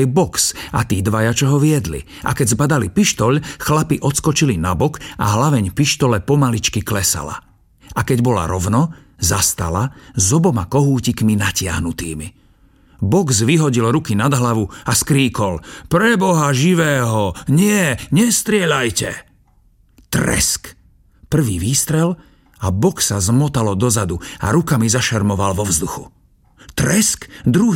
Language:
Slovak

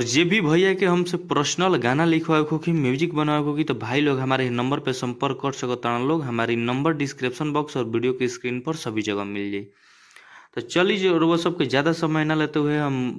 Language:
Bhojpuri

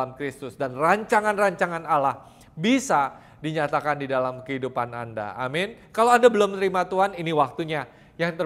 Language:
Indonesian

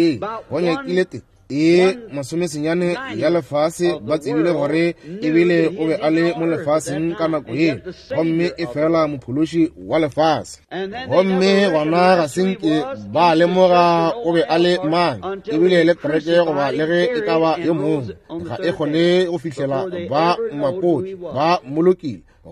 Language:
Northern Sotho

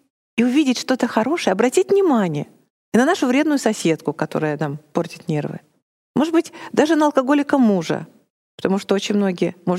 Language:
Russian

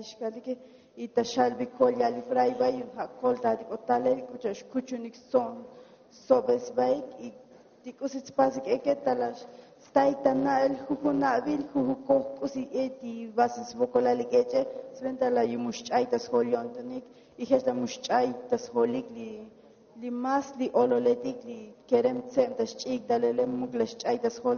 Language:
Tzotzil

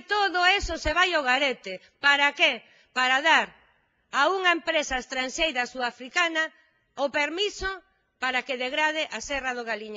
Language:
Galician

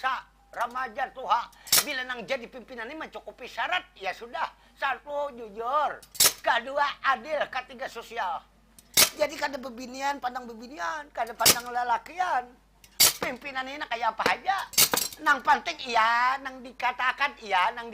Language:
Banjar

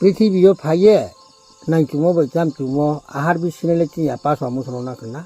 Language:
Riang (India)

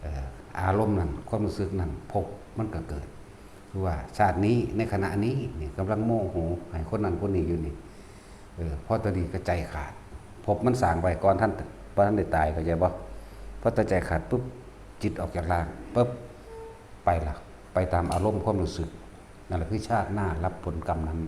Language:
Northeastern Thai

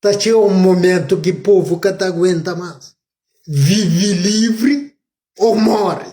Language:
Kabuverdianu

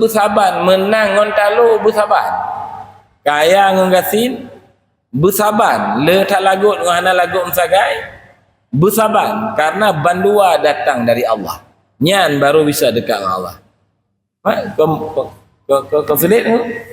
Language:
Achinese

